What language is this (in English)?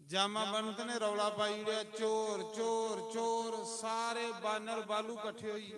Dogri